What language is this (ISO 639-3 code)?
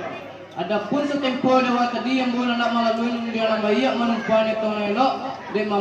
min